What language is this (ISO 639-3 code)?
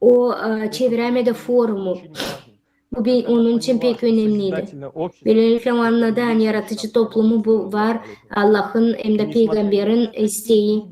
gag